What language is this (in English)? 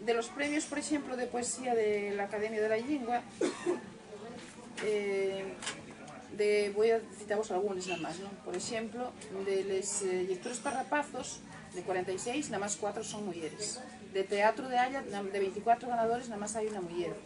Asturian